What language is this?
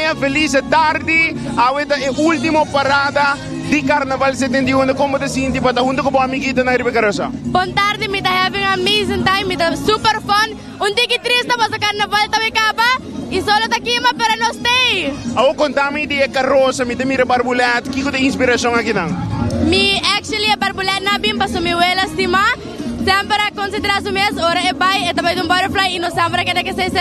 Papiamento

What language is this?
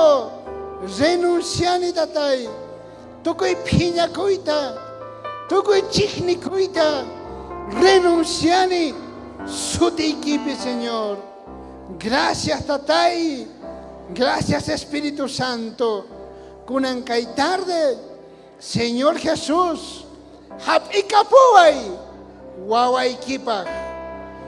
South Bolivian Quechua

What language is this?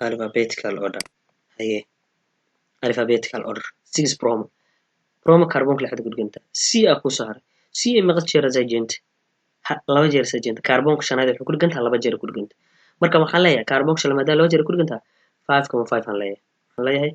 Somali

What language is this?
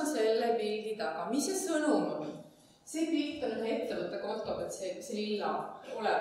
Estonian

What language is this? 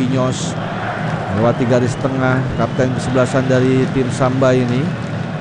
Indonesian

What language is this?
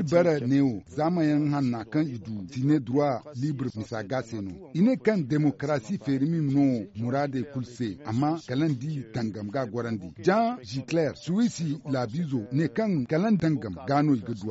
Zarma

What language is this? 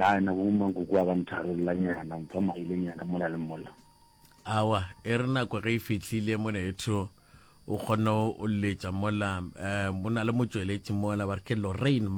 Northern Sotho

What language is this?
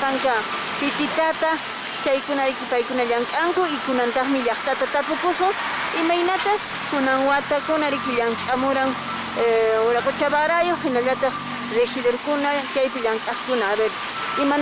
Quechua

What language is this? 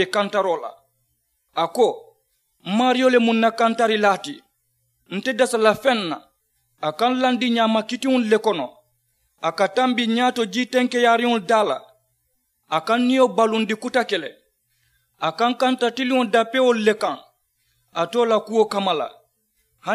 Mandingo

